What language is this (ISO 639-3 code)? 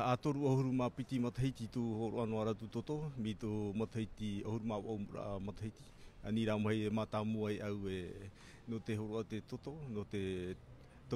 tah